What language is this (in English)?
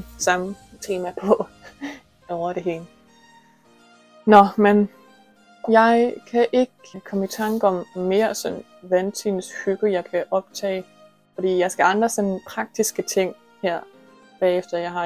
Danish